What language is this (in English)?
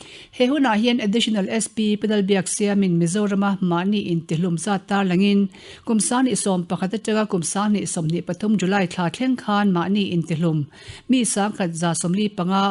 Mizo